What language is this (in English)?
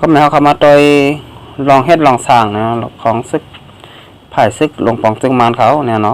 Shan